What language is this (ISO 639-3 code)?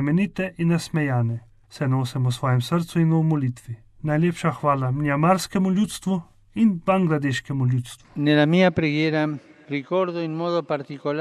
slv